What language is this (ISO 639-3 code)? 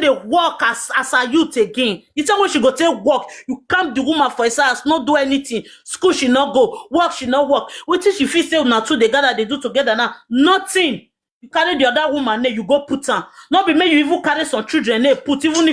pcm